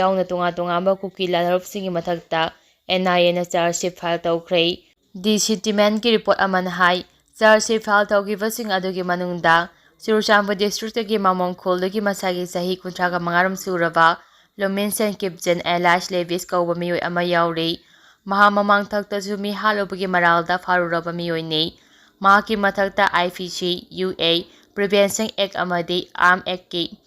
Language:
Manipuri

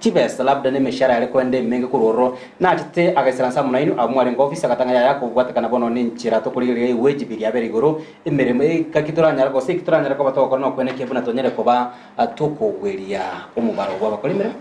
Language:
Gusii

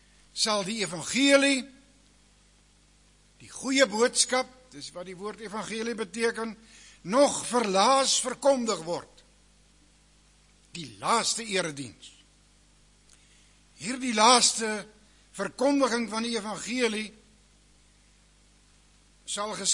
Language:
Afrikaans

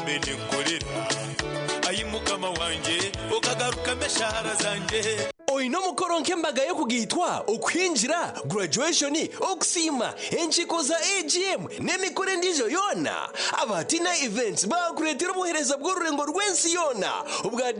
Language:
Nyankole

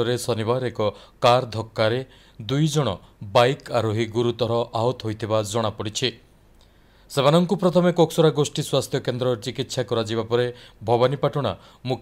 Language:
Odia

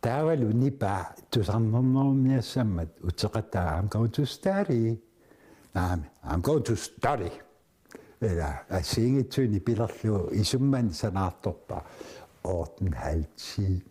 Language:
Kalaallisut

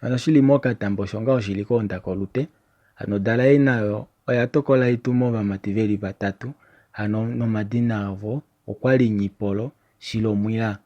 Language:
Kuanyama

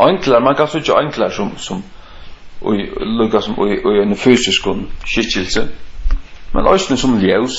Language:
Faroese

